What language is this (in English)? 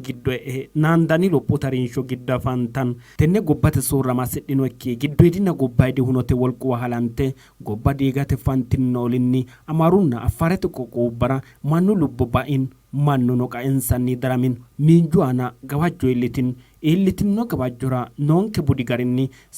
Sidamo